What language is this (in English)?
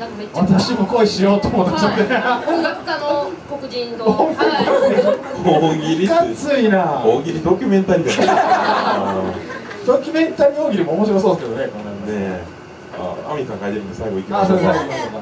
Japanese